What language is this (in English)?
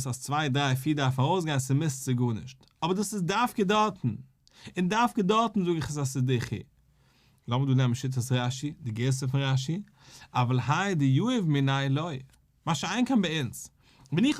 Yiddish